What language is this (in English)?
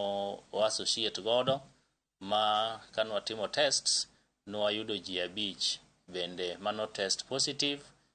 Luo (Kenya and Tanzania)